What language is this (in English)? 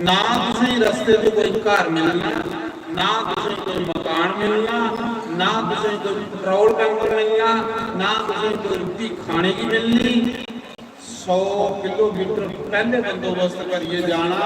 Dogri